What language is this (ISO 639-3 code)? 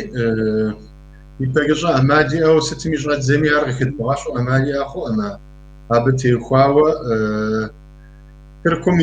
kbd